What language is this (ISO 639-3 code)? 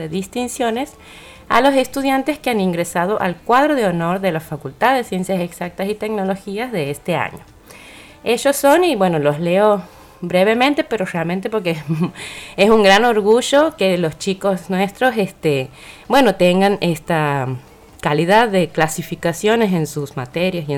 spa